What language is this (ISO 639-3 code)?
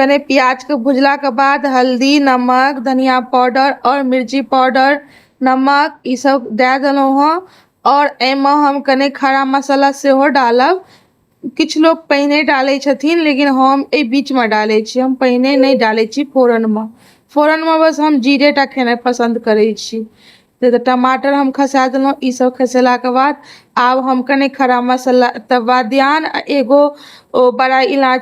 mai